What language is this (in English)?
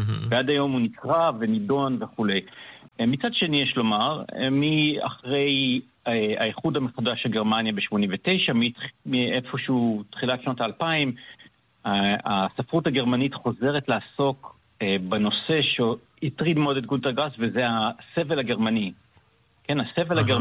Hebrew